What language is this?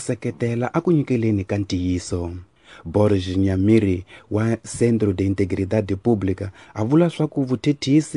Tsonga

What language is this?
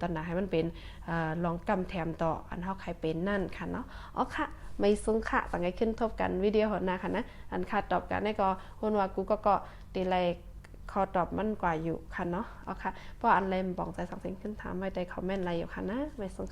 Shan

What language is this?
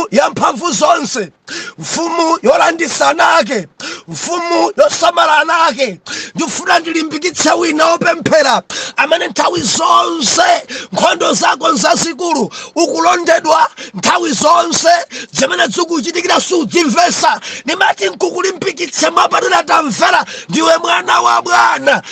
Nyanja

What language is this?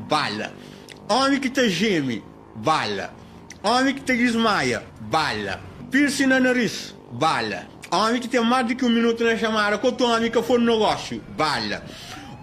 Kabuverdianu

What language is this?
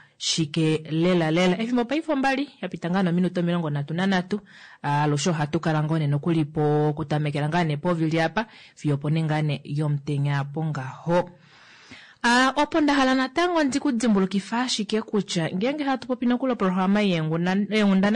Kuanyama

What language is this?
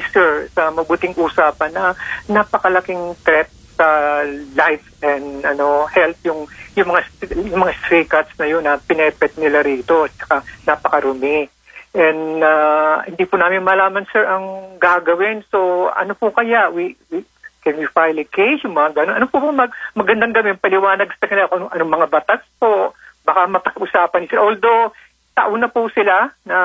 Filipino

